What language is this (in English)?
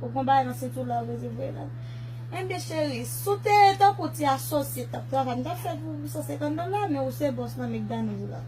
Haitian Creole